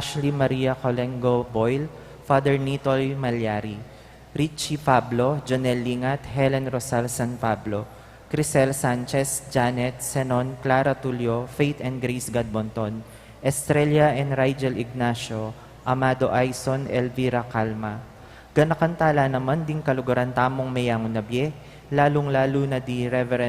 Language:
Pampanga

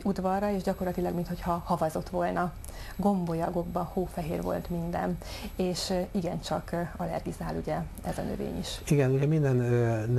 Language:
Hungarian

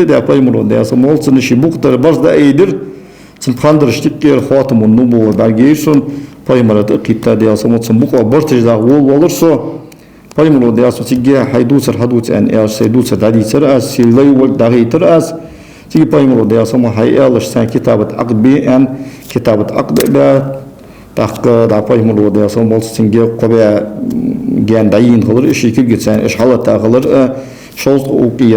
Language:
Ingush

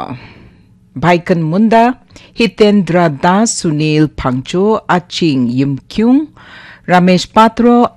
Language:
Naga Pidgin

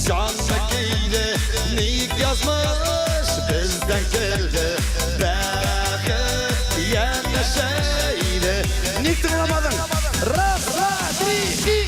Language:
Bashkir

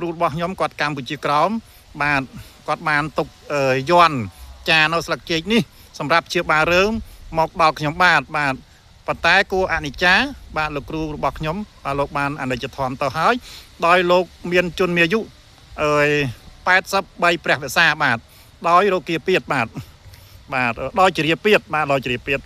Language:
Khmer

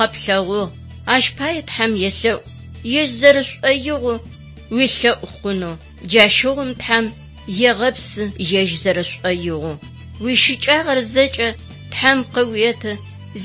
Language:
Adyghe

